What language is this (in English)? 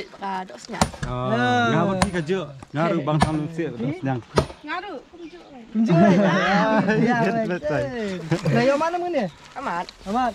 Khasi